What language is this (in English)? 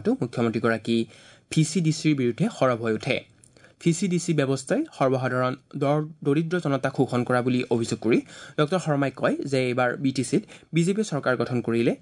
Assamese